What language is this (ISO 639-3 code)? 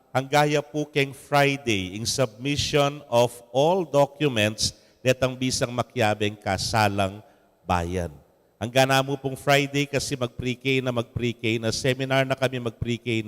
pam